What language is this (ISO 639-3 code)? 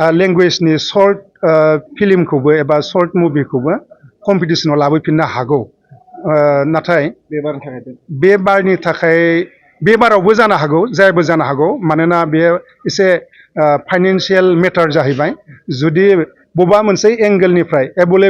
brx